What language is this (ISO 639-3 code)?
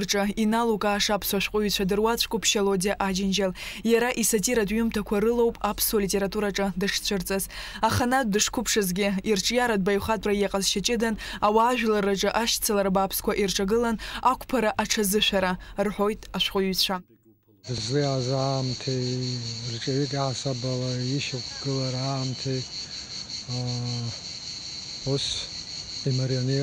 abk